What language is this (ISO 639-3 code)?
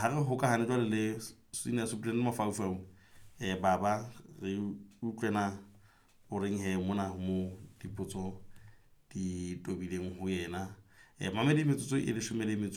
sot